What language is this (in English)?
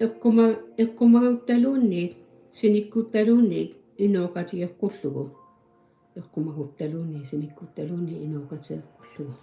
Kalaallisut